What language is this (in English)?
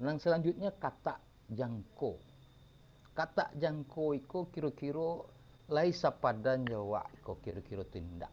Minangkabau